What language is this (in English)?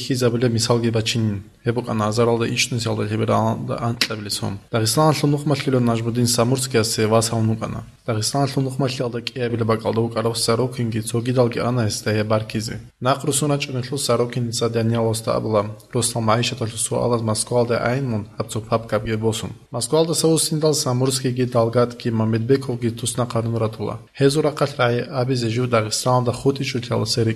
Avaric